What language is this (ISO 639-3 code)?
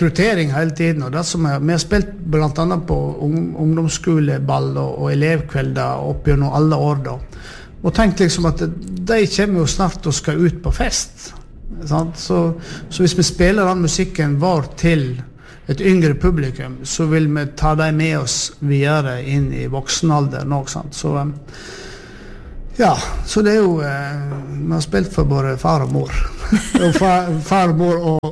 nor